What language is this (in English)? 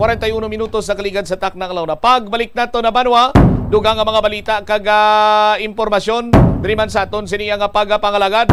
Hiligaynon